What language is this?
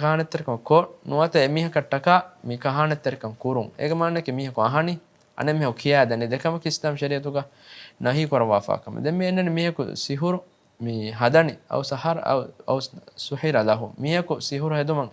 Divehi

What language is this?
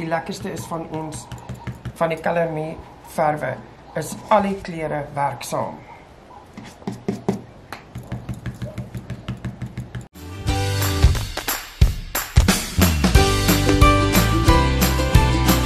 Afrikaans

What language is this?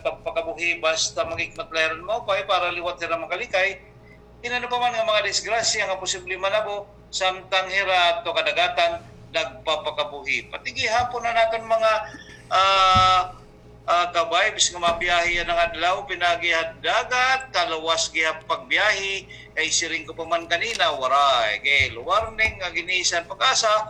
Waray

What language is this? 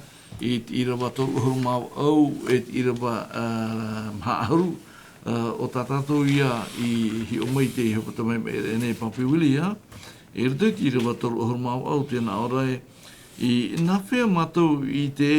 Tahitian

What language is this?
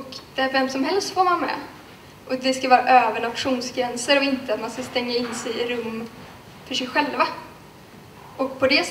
Swedish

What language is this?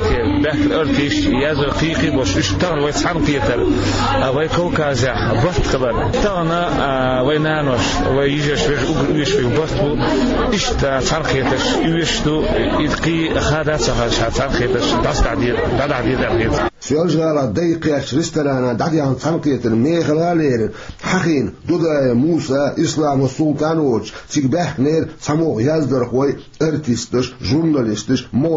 Chechen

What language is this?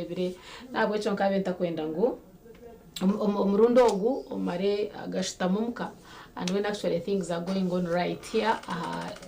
Nyankole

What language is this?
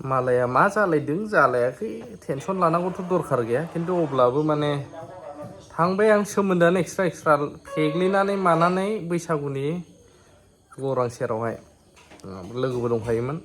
Bodo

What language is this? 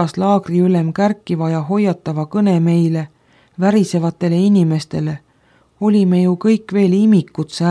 Estonian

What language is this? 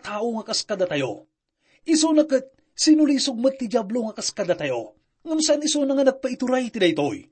Iloko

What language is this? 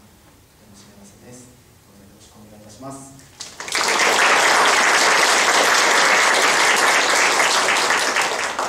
Japanese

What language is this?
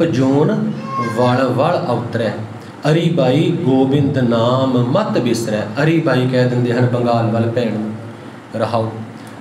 Punjabi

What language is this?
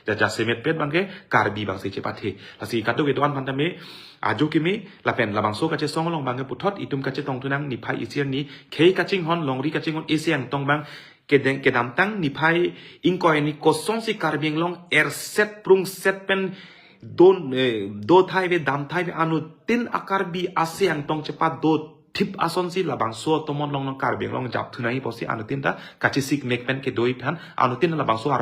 Karbi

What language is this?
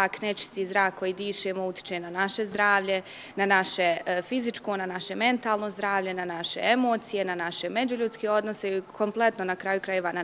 Bosnian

